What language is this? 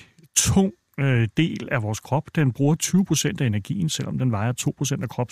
Danish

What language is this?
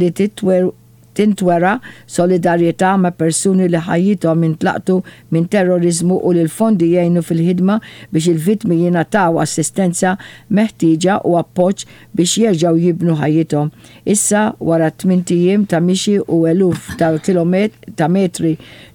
Maltese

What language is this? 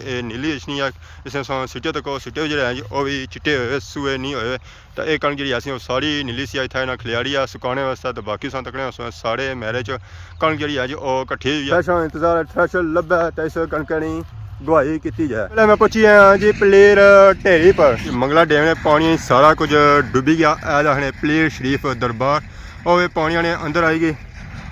Pahari-Potwari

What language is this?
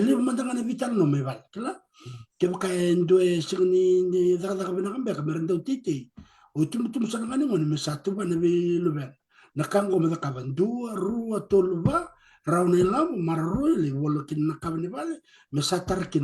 Fijian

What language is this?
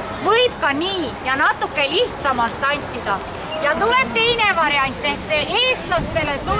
Estonian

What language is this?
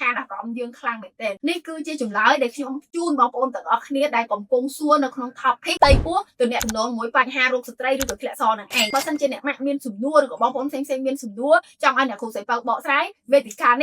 Khmer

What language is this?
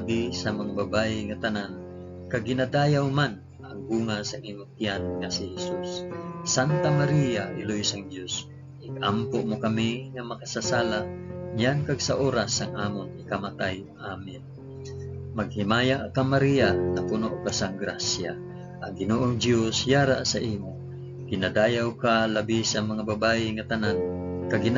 Hiligaynon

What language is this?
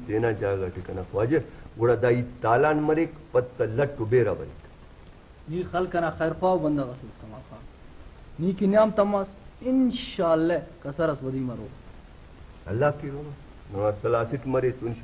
Brahui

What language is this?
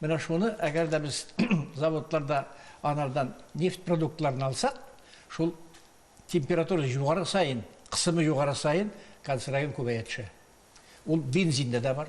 Tatar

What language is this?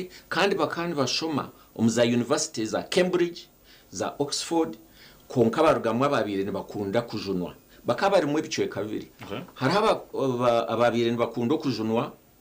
Nyankole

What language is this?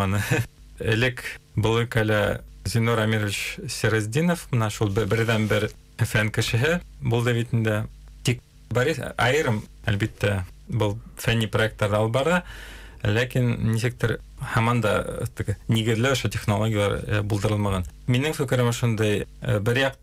Bashkir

